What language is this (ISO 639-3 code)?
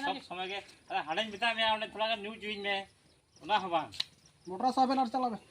sat